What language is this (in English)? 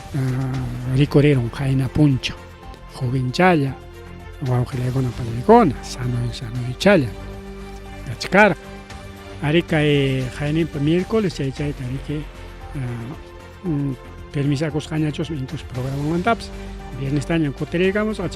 Ayacucho Quechua